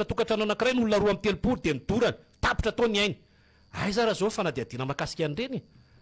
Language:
Malagasy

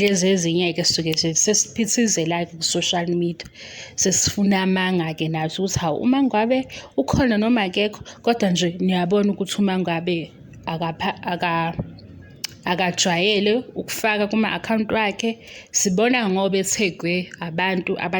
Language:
Zulu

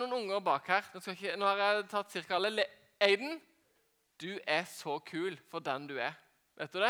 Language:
Norwegian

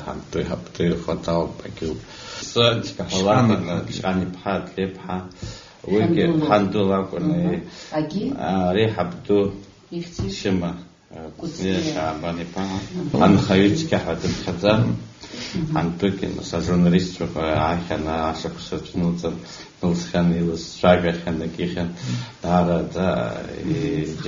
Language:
Abkhazian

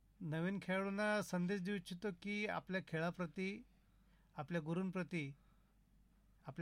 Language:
Marathi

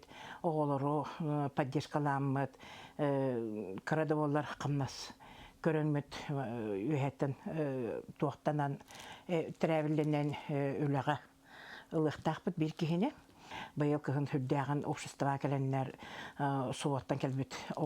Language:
Yakut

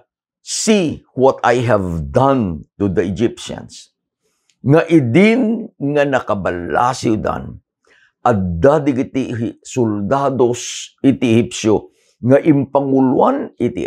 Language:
Iloko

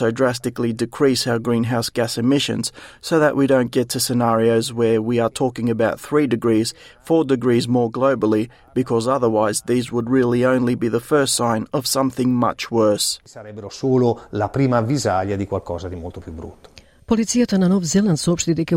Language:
Macedonian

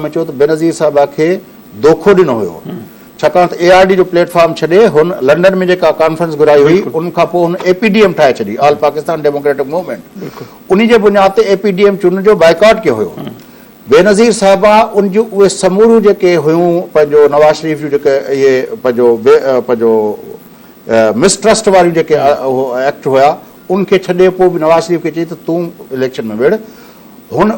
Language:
Sindhi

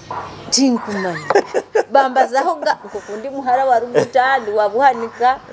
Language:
Nyoro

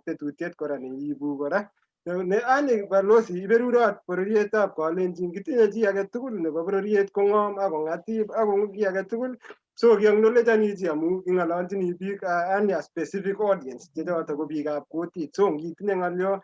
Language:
Kalenjin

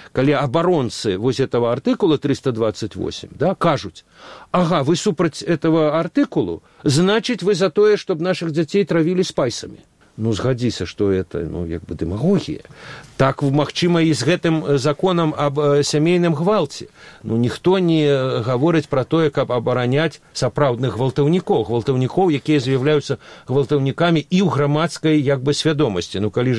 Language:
Belarusian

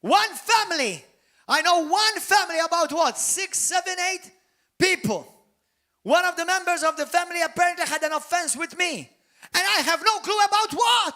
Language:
English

